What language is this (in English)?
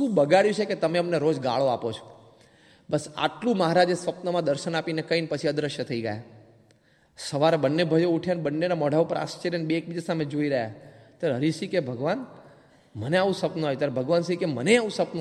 Gujarati